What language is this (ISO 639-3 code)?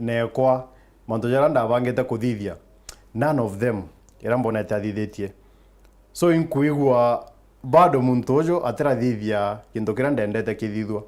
mer